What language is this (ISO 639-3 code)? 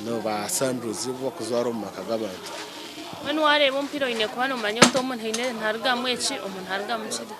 nyn